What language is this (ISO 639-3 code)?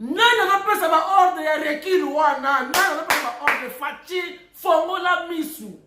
lin